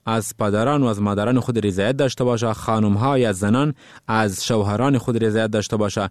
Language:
Persian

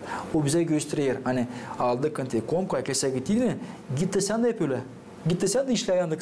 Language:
Gagauz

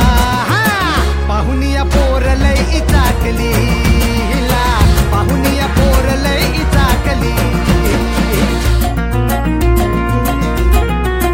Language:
Marathi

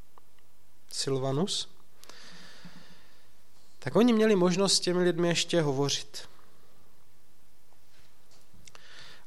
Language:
Czech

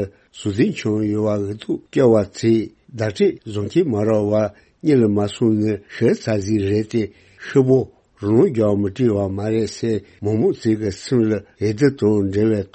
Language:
Tibetan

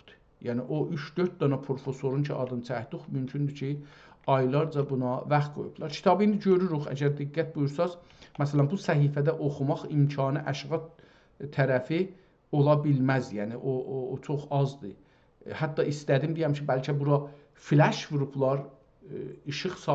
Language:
South Azerbaijani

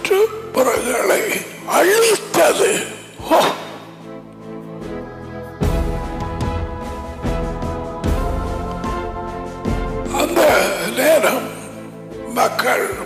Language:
Tamil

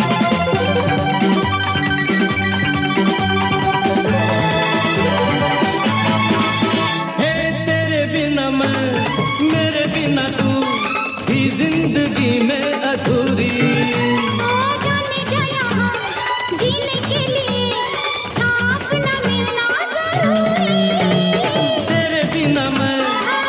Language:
Hindi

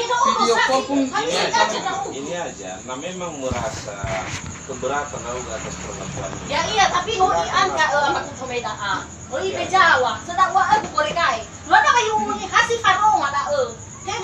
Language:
Nias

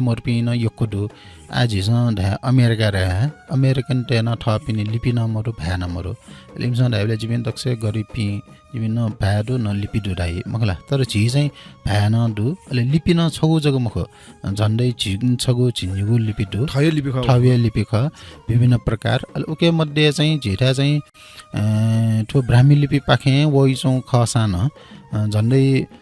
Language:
Newari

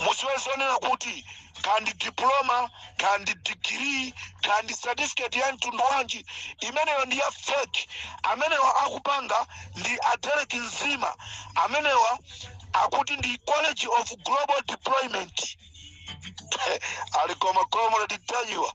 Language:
Nyanja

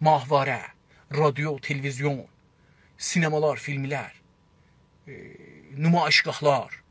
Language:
South Azerbaijani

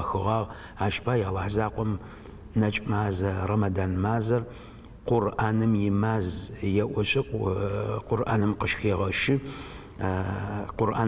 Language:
Adyghe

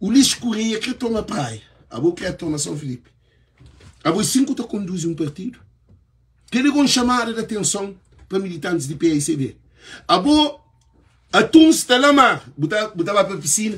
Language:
Kabuverdianu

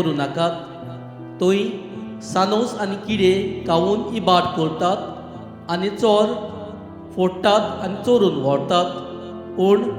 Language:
Konkani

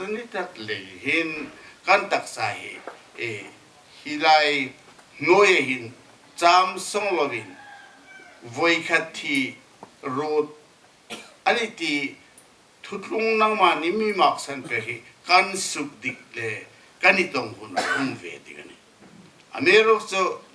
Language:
Hmar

